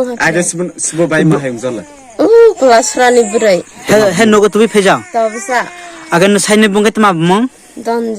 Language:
Kok Borok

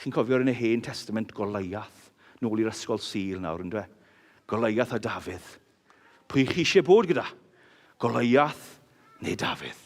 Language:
Welsh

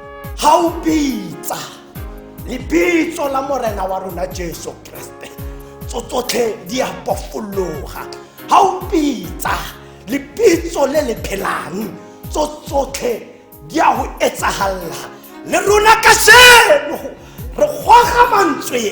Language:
Tswana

